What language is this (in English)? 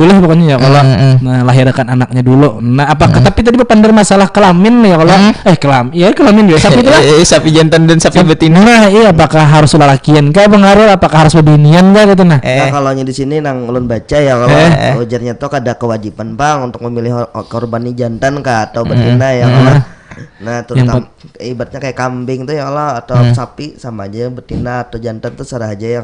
Banjar